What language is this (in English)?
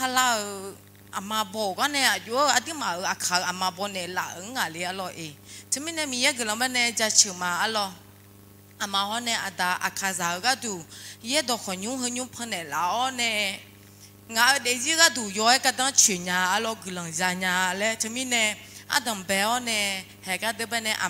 Akha